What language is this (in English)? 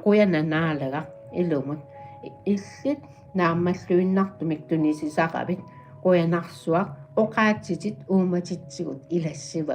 Kalaallisut